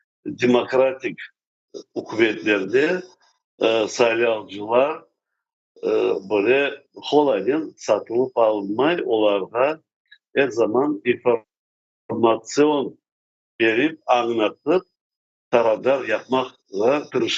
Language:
Crimean Tatar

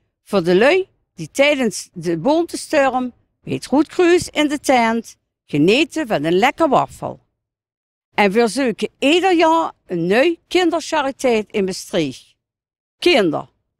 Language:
Limburgish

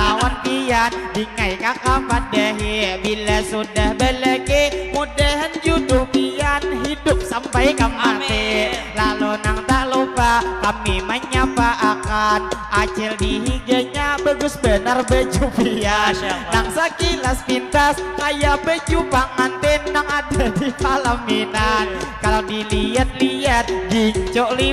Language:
Banjar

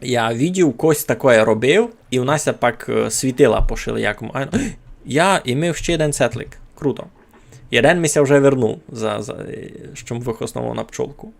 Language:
Rusyn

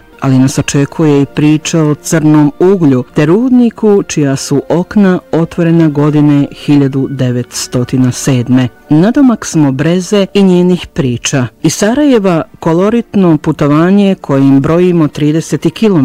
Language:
Bosnian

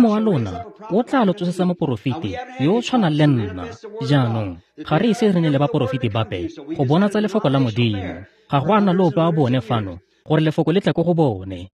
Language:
Tswana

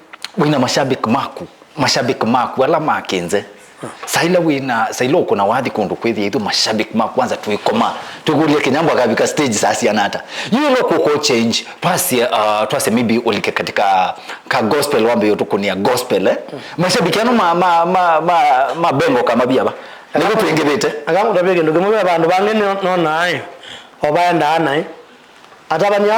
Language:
Kamba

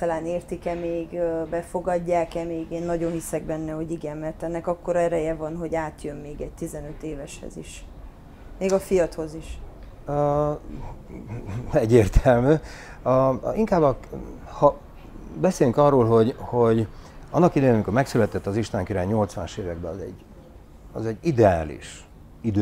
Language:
Hungarian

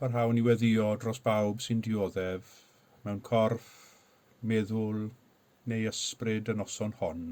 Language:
Welsh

